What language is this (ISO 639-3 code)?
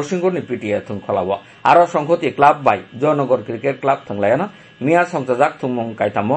trp